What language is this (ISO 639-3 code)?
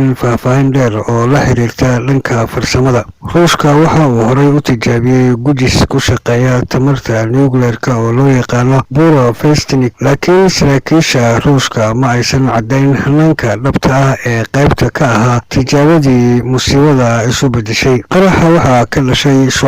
som